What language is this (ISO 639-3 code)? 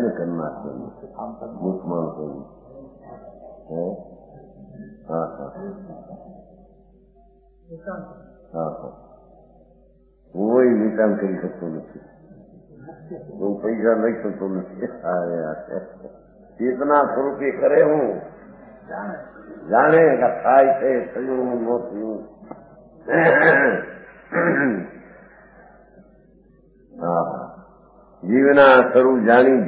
guj